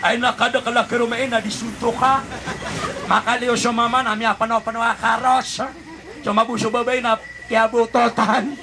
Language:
Maranao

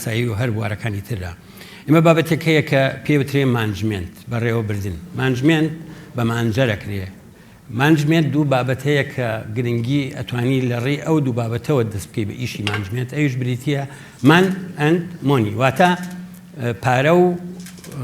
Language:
Central Kurdish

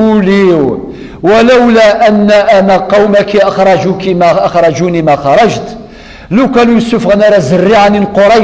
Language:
Kabyle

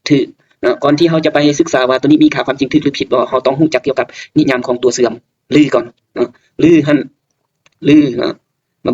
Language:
Lao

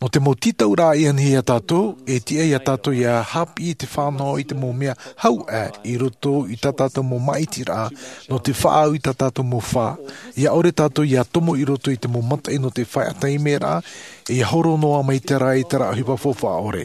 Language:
Tahitian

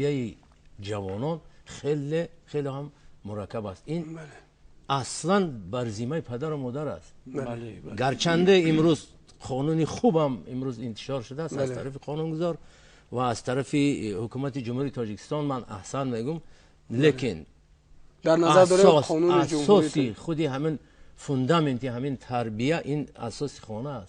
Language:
Tajik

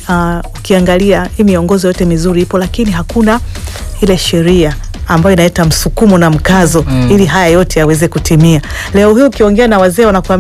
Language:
Swahili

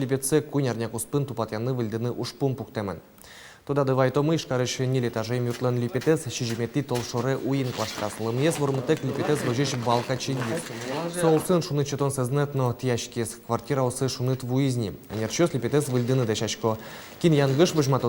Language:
Udmurt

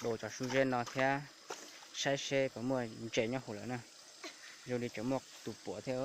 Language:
Hmong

